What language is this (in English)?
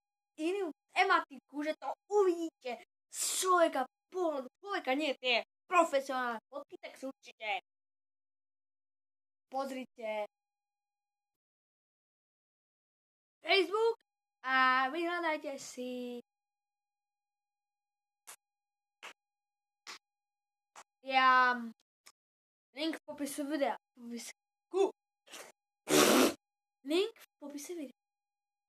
Slovak